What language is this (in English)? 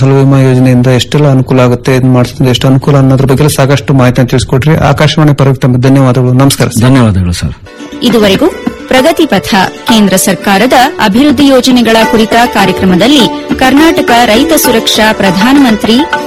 Kannada